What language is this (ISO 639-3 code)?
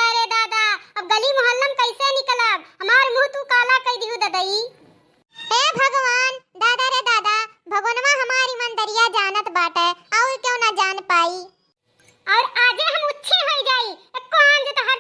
awa